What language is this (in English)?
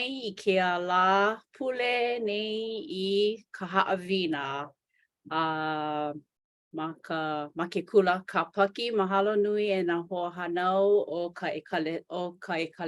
Hawaiian